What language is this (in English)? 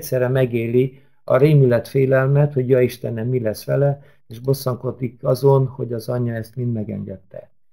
Hungarian